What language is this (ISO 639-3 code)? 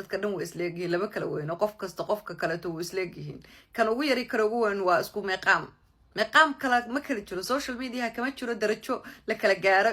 som